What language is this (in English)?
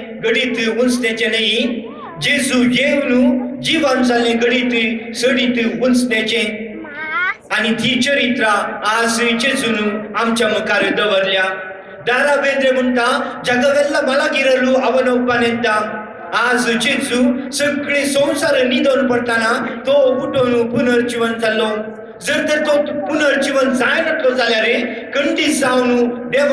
Konkani